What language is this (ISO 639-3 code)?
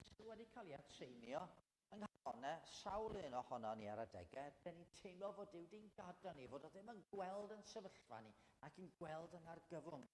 cym